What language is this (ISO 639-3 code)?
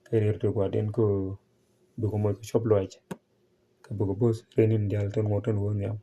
nus